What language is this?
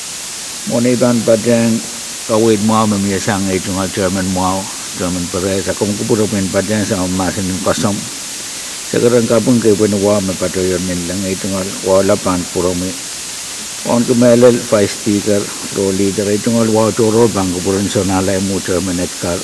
Pohnpeian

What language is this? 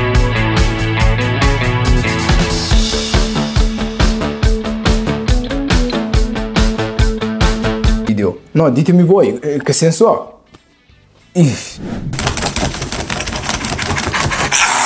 Italian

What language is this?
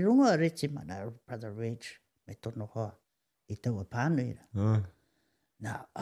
Māori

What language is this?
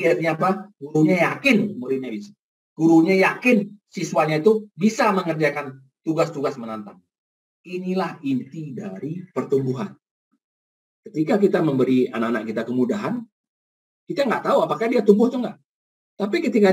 Indonesian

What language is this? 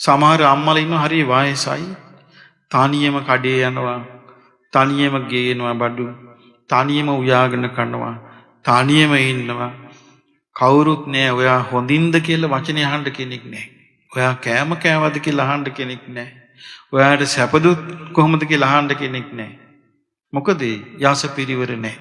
Sinhala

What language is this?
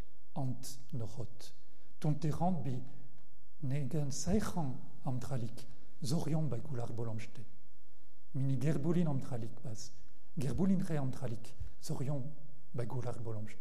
Breton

